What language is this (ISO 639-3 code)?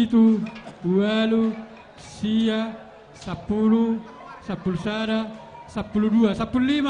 bbc